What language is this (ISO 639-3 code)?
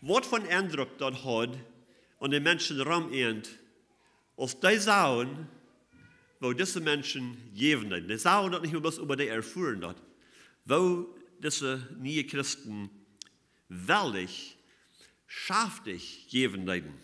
pdt